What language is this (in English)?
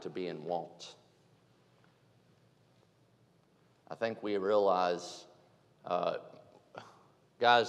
English